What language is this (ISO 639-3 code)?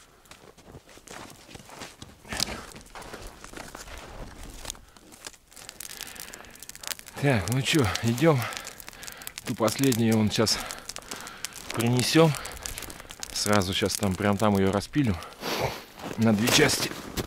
rus